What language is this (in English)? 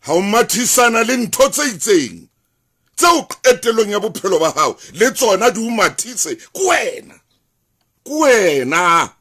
Southern Sotho